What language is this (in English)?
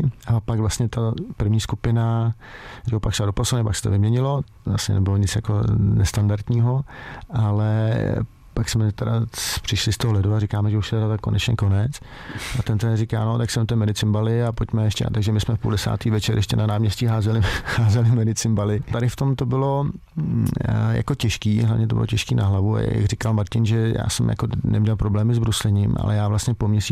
Czech